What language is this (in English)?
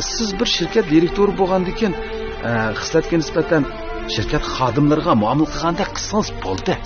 Uyghur